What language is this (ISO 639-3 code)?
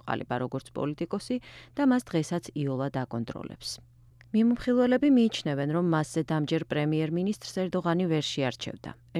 kat